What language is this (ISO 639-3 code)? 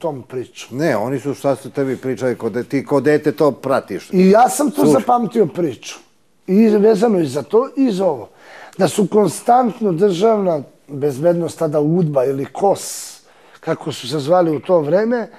srp